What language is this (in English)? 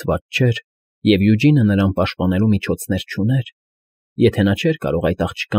Armenian